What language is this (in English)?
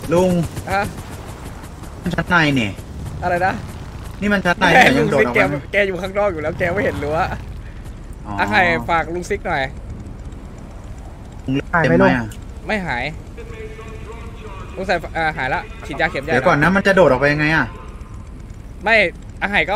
Thai